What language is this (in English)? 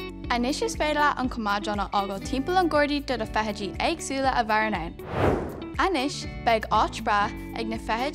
Irish